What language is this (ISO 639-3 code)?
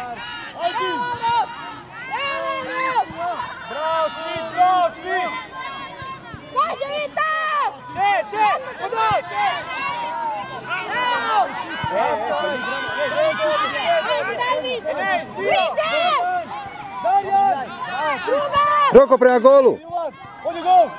hrv